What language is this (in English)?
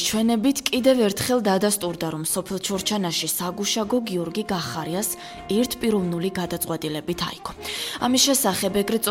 Georgian